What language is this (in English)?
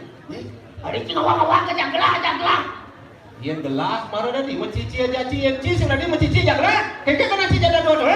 Balinese